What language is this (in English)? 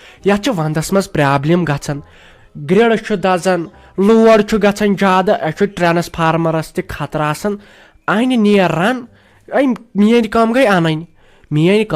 Kashmiri